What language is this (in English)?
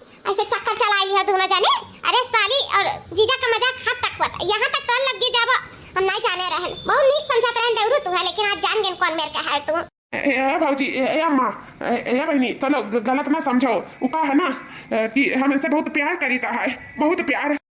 Awadhi